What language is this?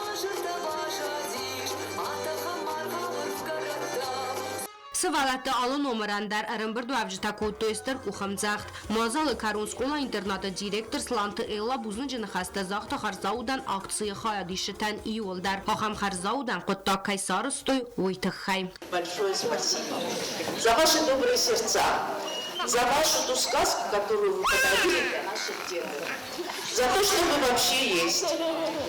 Ossetic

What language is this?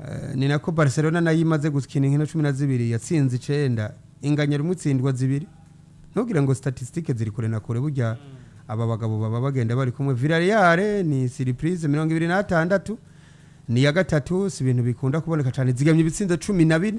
Rundi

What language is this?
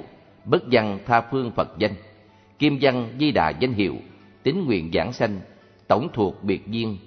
Vietnamese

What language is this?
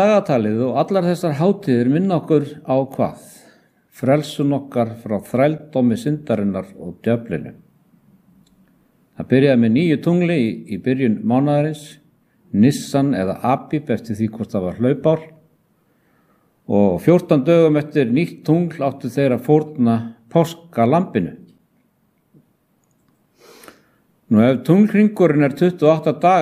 Icelandic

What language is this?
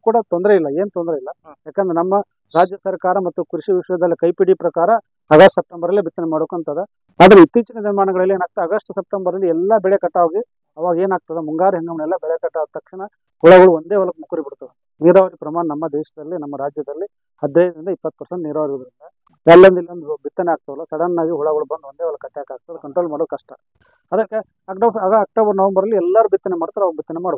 Kannada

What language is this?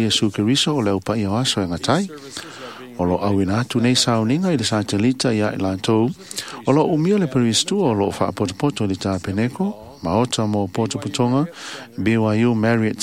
Samoan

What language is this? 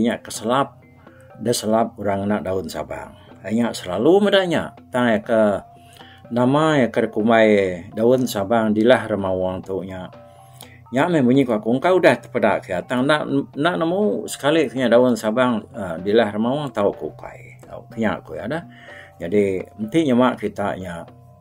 Iban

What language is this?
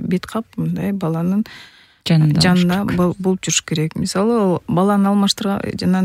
Kyrgyz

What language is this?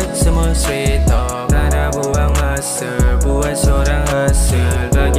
Malay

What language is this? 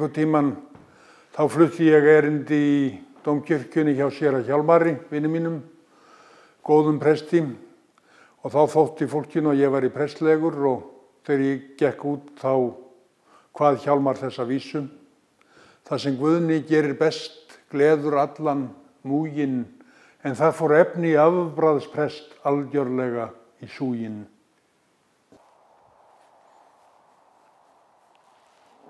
Icelandic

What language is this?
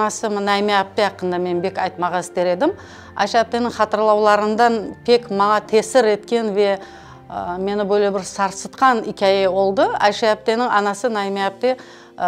Crimean Tatar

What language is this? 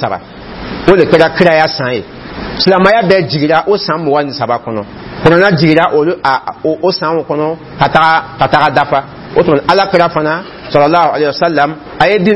Dyula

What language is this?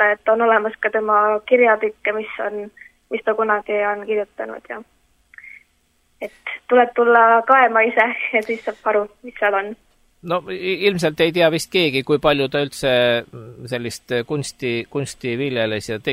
Estonian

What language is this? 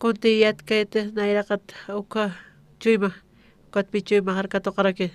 Aymara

